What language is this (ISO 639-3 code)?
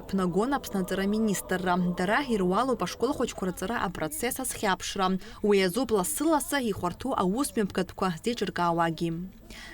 abk